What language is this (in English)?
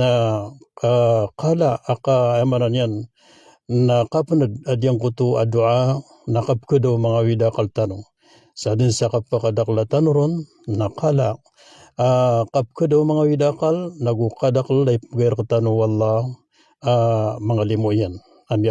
Maranao